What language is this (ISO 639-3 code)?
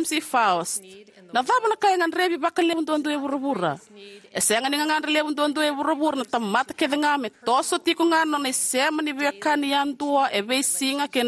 fij